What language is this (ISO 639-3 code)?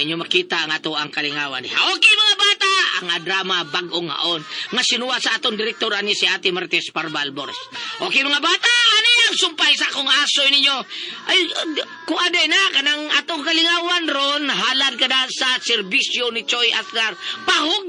ceb